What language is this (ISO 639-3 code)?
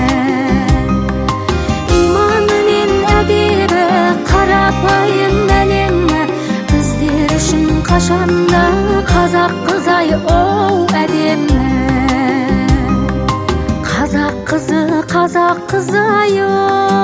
kaz